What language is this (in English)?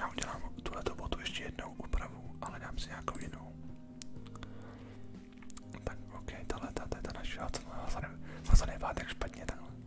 Czech